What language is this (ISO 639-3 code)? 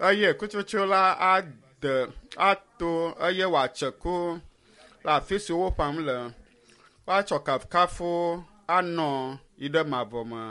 ewe